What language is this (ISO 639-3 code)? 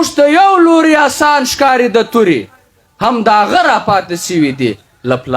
pus